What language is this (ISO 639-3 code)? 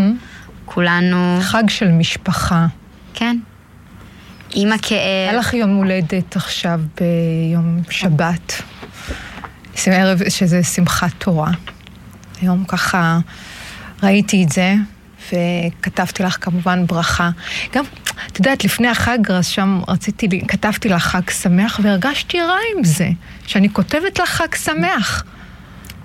heb